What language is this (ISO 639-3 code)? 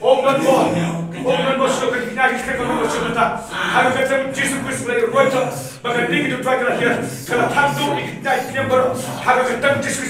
kha